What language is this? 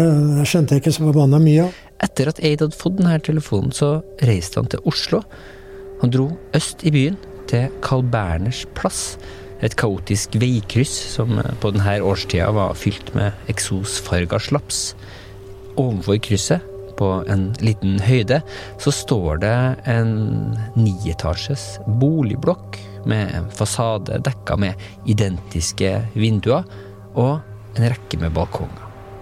Norwegian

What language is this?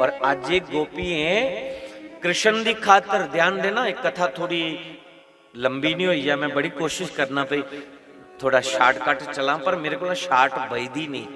Dogri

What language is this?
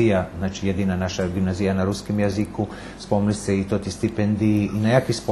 Rusyn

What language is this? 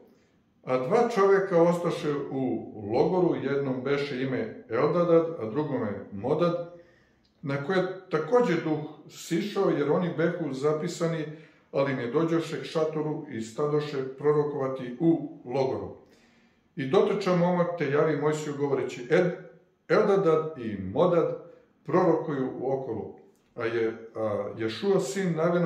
Serbian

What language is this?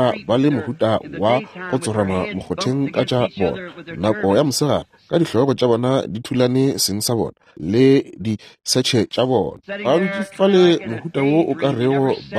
Northern Sotho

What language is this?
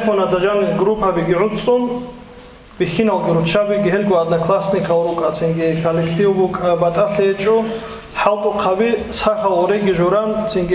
Avaric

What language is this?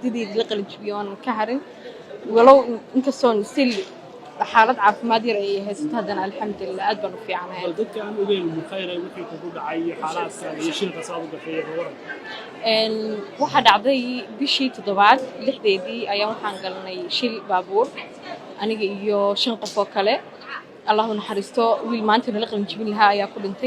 Somali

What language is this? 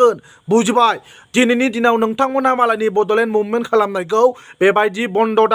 Bodo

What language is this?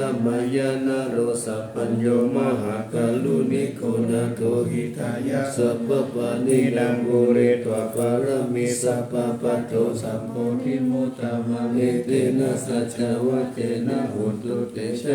Pali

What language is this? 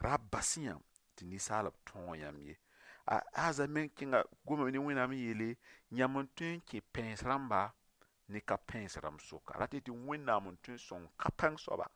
Mossi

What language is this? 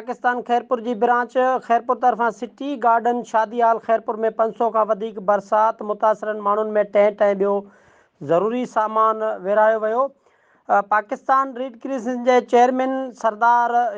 Sindhi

